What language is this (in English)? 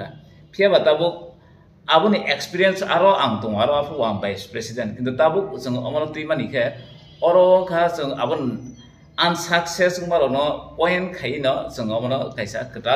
Kok Borok